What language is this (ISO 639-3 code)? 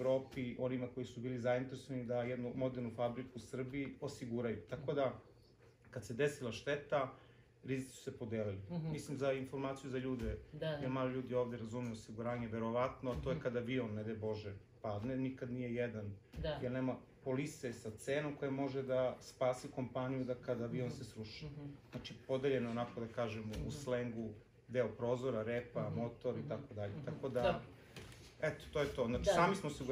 srp